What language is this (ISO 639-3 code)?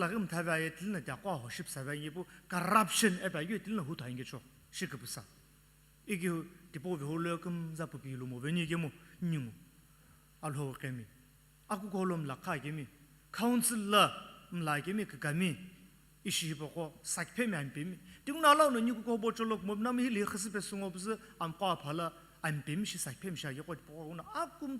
nsm